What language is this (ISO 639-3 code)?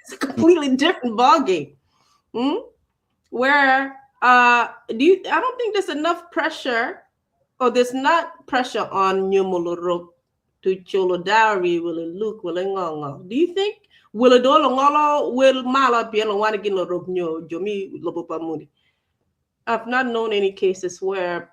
ach